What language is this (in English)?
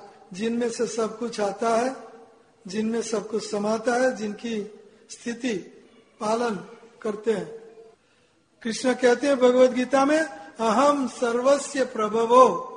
Hindi